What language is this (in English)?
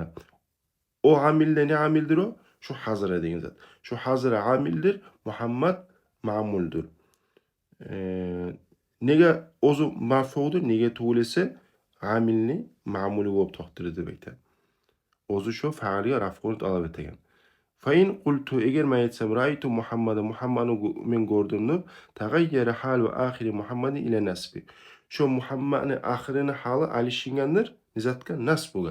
Kumyk